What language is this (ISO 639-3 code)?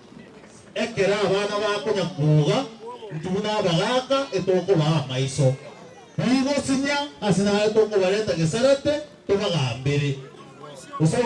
guz